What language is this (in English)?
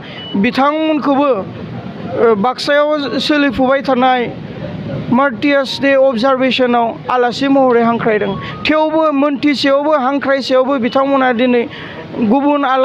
Bodo